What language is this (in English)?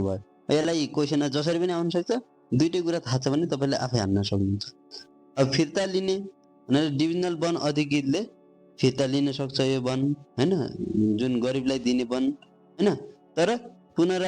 Nepali